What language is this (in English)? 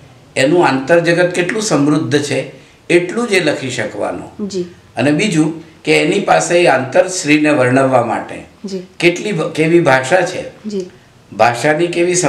Gujarati